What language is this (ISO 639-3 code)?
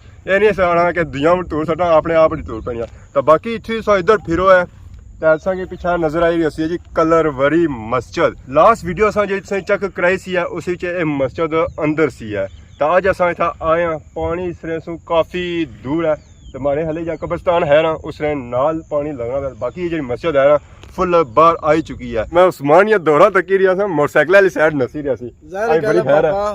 phr